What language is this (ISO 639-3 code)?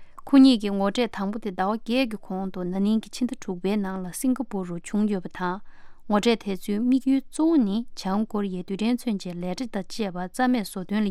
bod